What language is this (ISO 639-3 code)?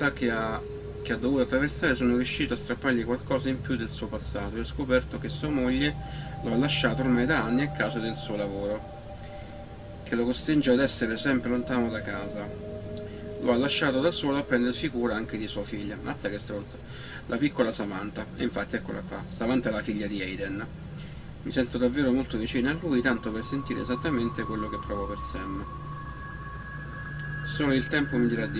ita